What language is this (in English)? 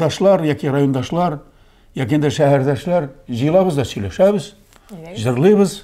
Tatar